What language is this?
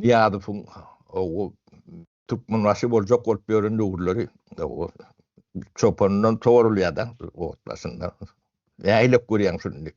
Turkmen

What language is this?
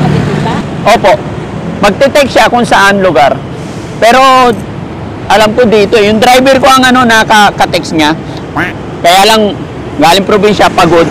Filipino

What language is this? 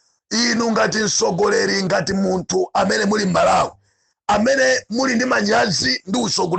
Nyanja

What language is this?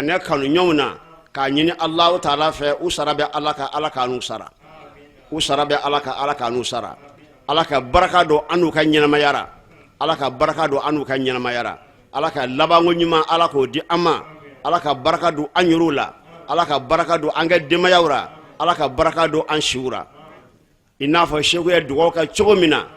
Bambara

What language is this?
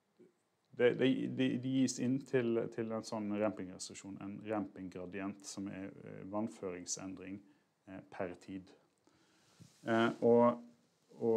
Norwegian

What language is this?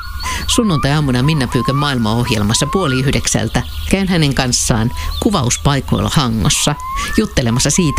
Finnish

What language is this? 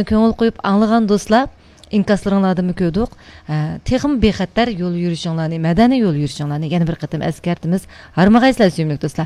Uyghur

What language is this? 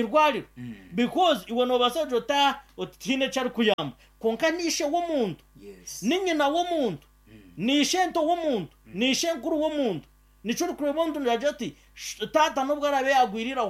Nyankole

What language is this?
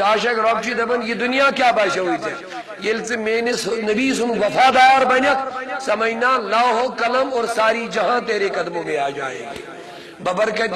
Kashmiri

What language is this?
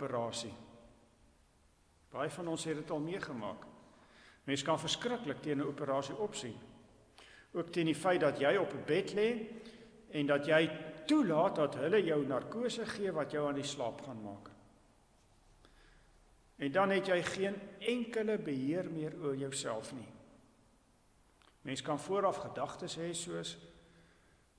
Afrikaans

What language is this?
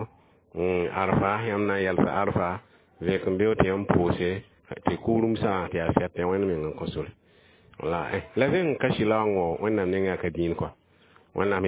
Mossi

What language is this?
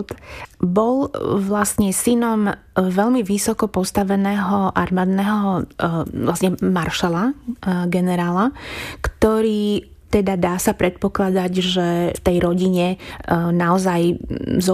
Slovak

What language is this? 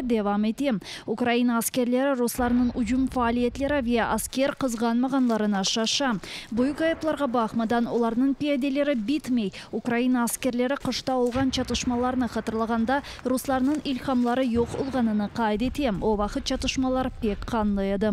Crimean Tatar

